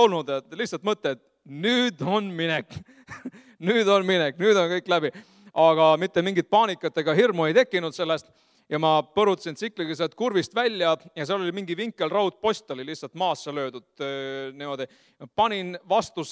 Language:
Estonian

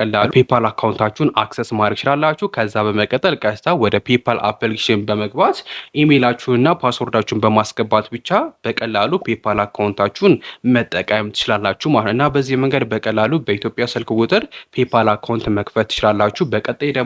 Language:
Amharic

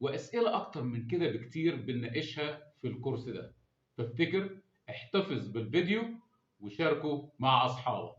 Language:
Egyptian Arabic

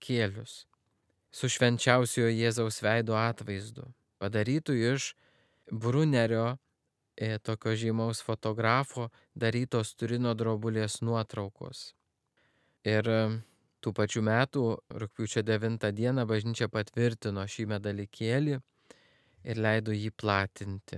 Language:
Lithuanian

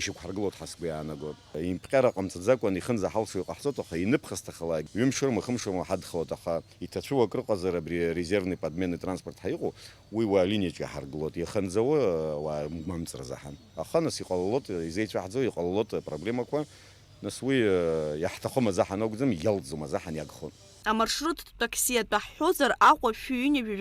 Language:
Abkhazian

